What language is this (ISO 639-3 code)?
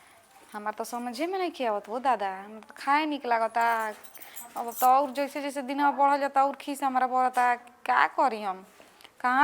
bho